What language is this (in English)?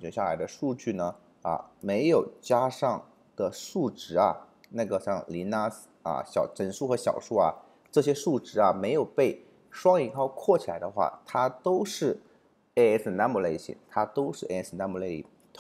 Chinese